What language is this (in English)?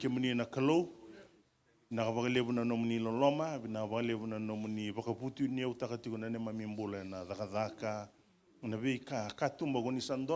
Fijian